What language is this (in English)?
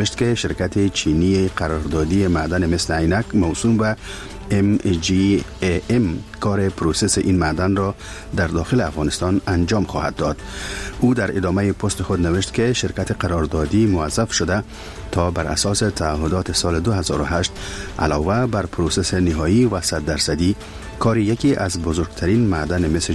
Persian